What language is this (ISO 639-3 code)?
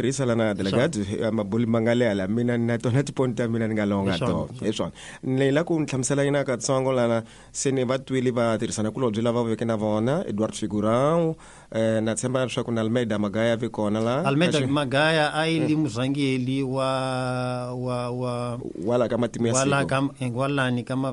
tso